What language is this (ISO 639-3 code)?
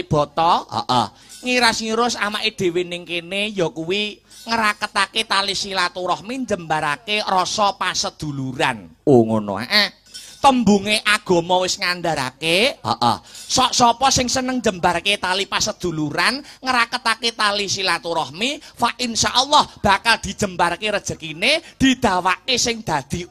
jav